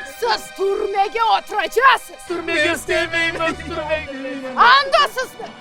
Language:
Crimean Tatar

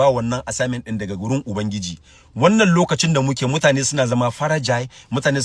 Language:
Hausa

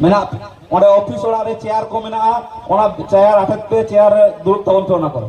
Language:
Santali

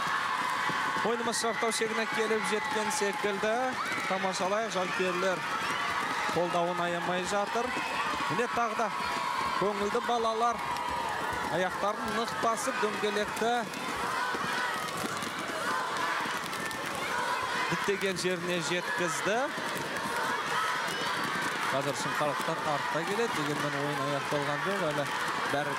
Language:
Kazakh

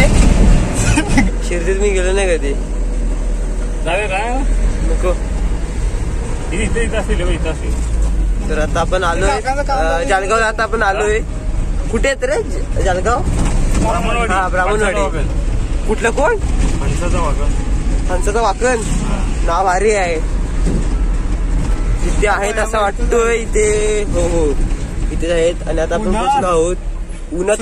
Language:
Marathi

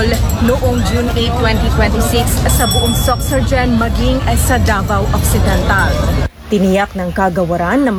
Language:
Filipino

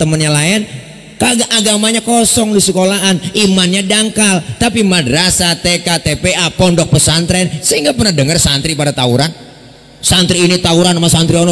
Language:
Betawi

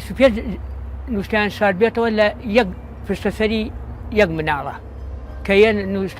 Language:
Central Kurdish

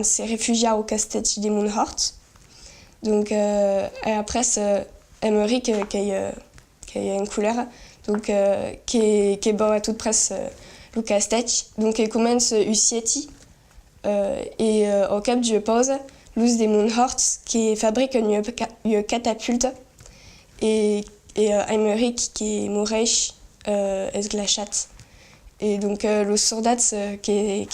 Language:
Occitan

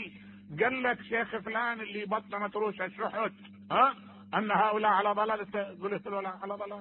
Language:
Mesopotamian Arabic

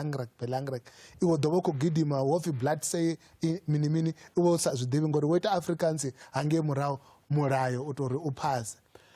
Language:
Venda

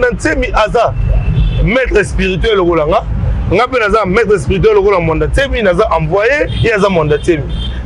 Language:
Lingala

